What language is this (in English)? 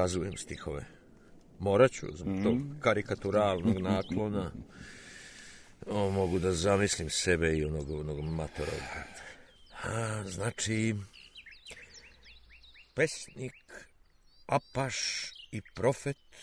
Serbian